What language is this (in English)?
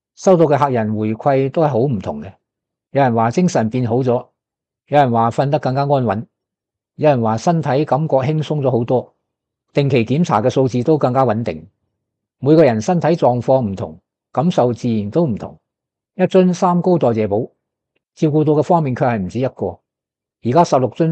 Cantonese